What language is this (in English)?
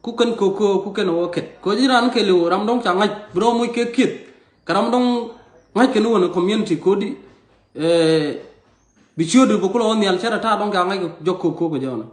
Nuer